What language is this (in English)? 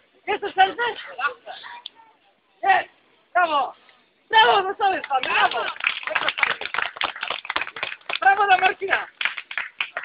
Polish